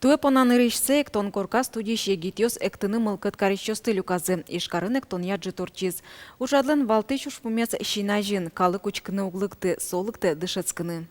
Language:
Udmurt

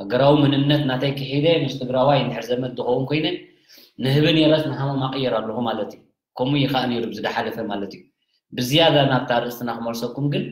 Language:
Tigrinya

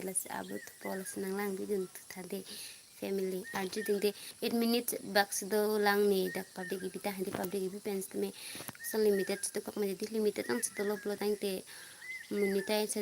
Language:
Karbi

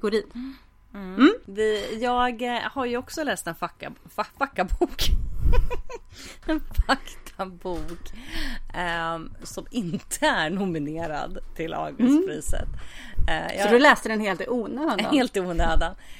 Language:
Swedish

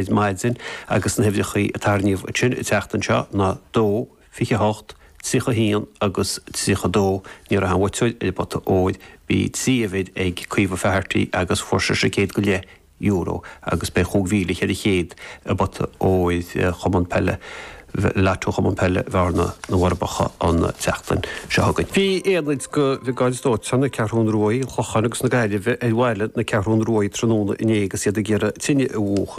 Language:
Irish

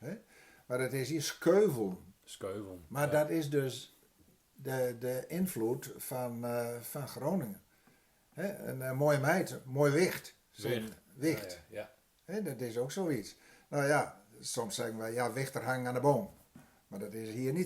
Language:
Gronings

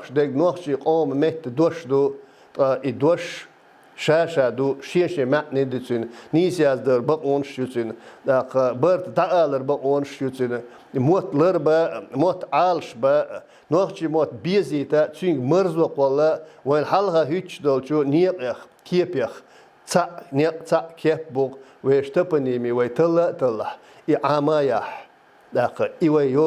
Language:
Chechen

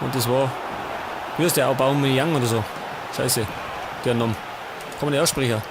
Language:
Bavarian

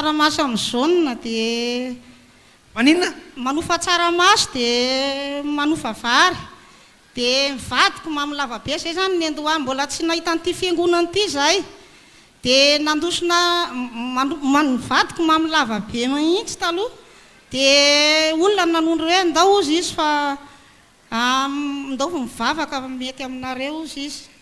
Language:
Malagasy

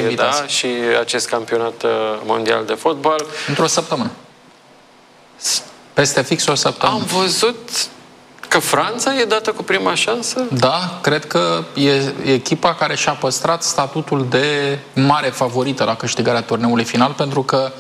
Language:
Romanian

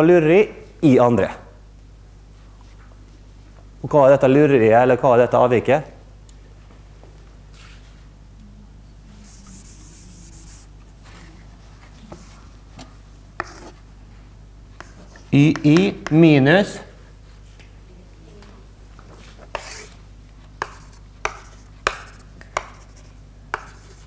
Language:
Norwegian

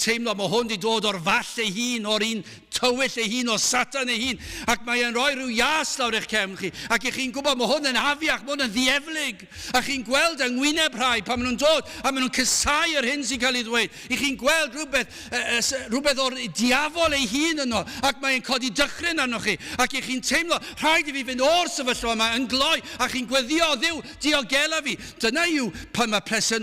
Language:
Welsh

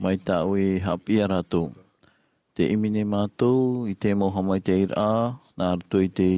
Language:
Tahitian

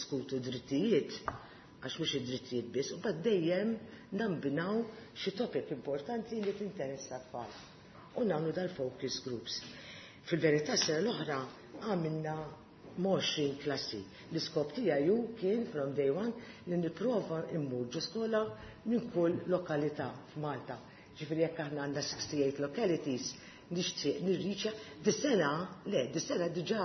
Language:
Maltese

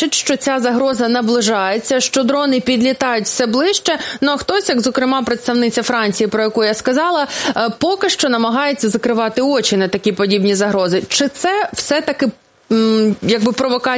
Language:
Ukrainian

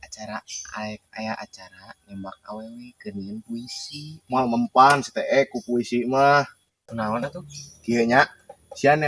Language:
Sundanese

